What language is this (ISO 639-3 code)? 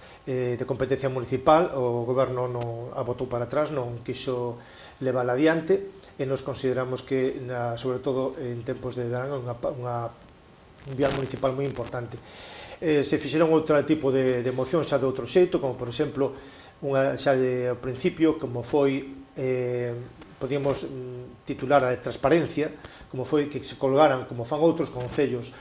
glg